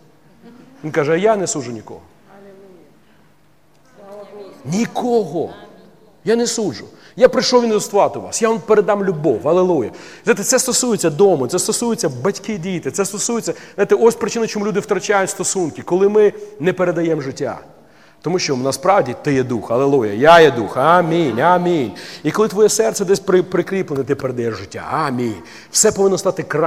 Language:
Ukrainian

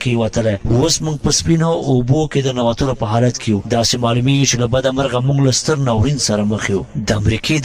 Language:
Pashto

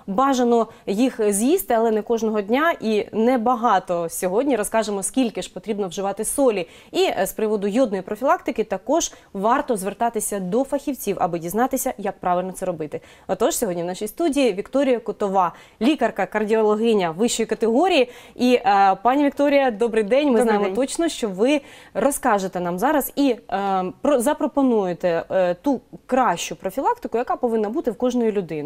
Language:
Ukrainian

